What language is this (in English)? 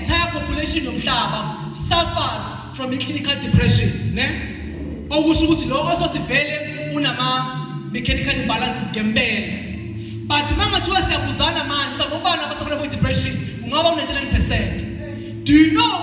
Zulu